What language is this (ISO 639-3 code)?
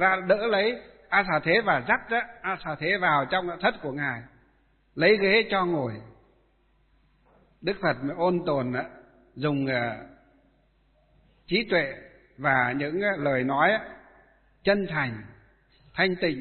vie